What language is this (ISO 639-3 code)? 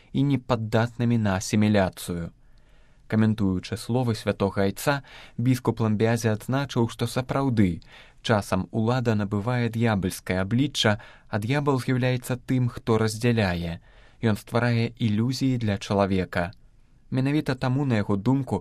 bel